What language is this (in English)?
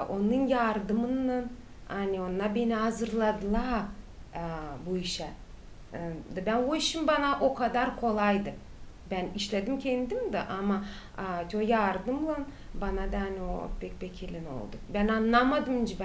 Gagauz